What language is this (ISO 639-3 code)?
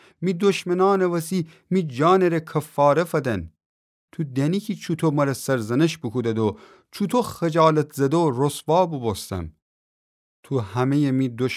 glk